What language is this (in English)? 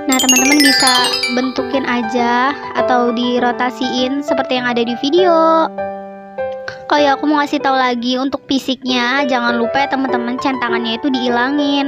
Indonesian